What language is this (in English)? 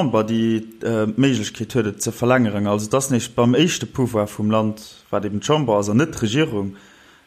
Luxembourgish